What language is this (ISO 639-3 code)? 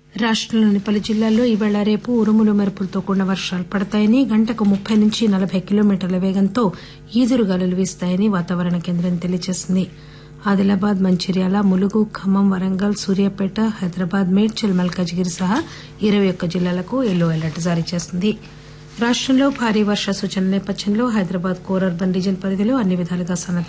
tel